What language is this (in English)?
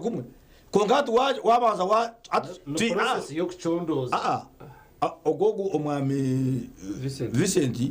Nyankole